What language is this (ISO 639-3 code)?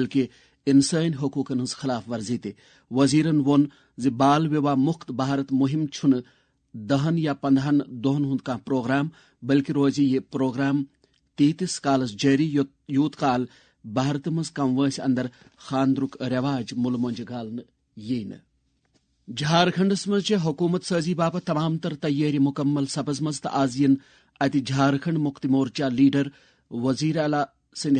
kas